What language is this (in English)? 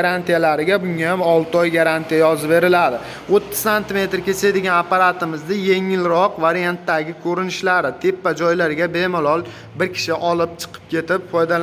Uzbek